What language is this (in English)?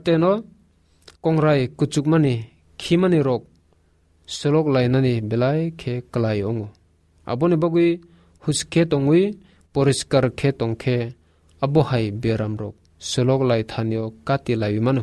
Kok Borok